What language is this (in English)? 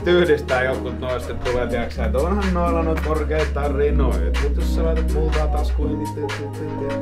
Finnish